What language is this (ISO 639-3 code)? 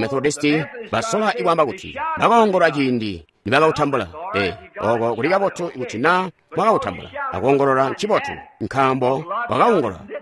toi